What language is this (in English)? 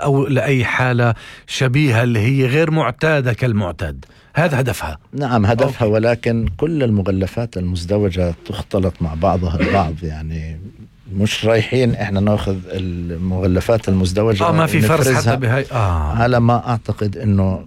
North Levantine Arabic